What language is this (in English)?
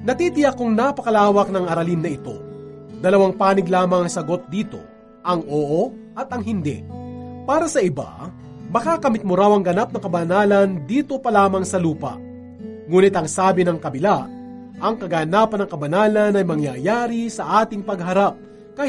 Filipino